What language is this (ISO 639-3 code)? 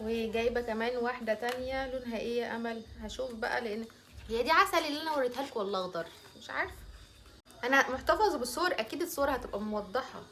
arz